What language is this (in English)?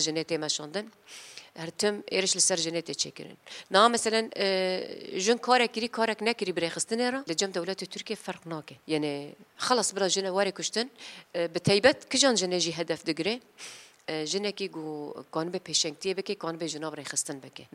Kurdish